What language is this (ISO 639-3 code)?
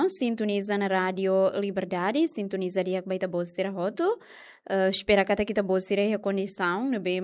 tet